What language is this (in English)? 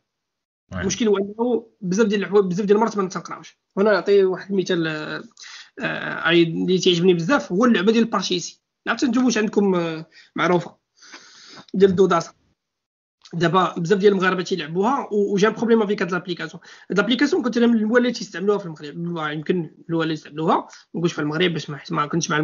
Moroccan Arabic